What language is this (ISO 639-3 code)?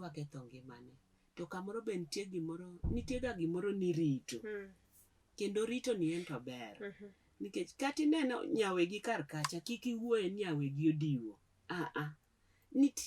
luo